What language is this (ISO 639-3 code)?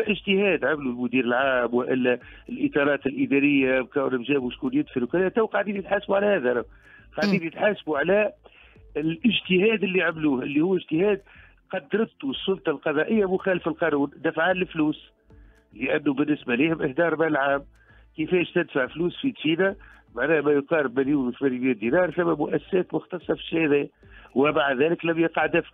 aeb